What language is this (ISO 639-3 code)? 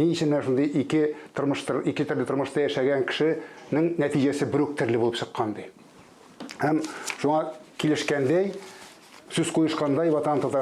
tat